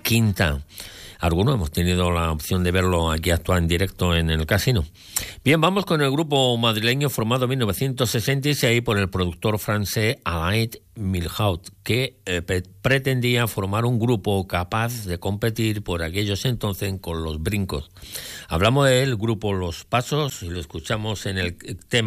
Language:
Spanish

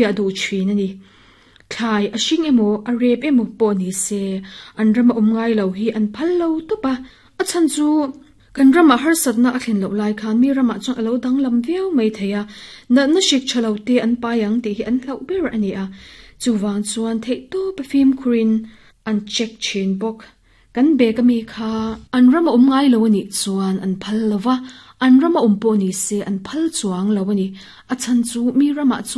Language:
Mizo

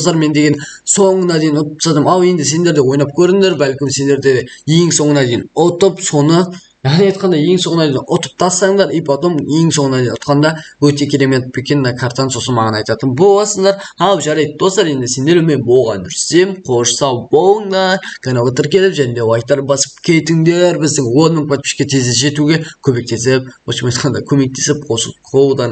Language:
Kazakh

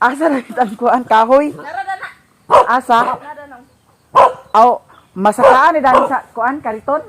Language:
Cebuano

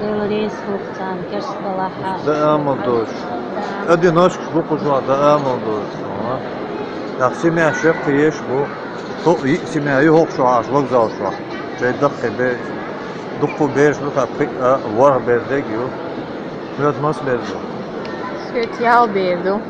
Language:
Chechen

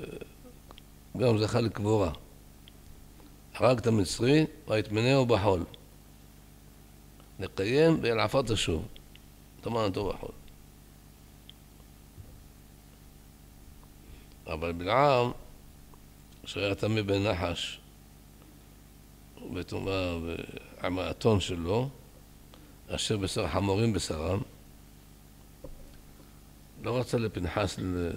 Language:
Hebrew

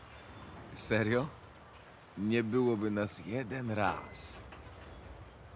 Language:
Polish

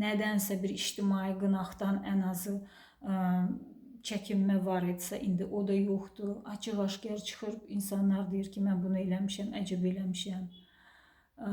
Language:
Azerbaijani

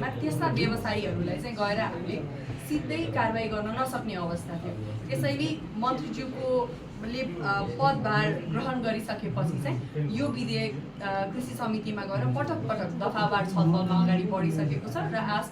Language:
Nepali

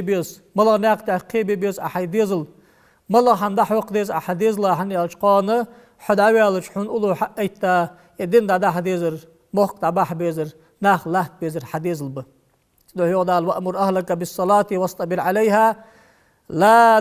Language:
Ingush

